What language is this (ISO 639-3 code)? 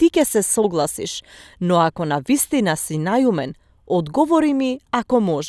mkd